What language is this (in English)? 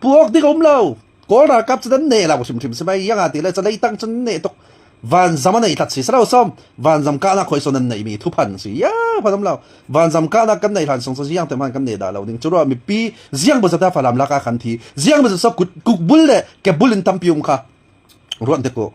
Hakha Chin